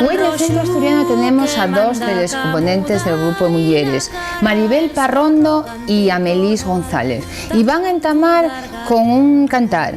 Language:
Asturian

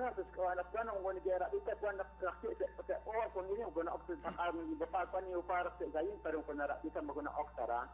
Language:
Kekchí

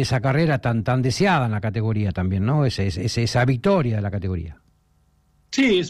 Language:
Spanish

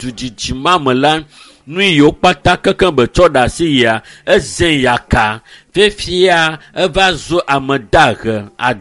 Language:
Ewe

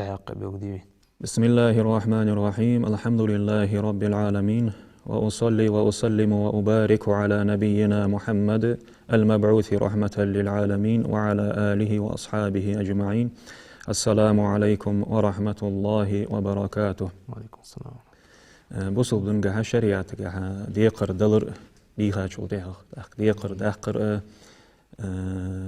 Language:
Ingush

